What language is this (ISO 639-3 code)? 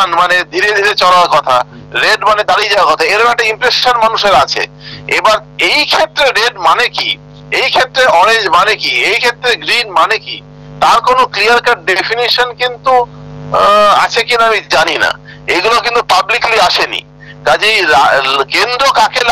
ben